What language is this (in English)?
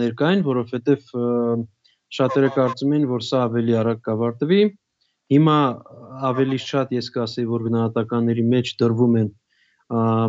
Armenian